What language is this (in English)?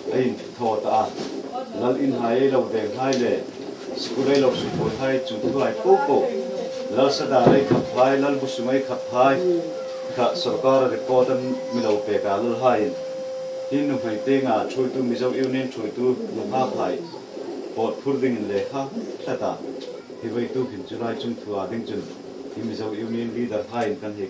Hmar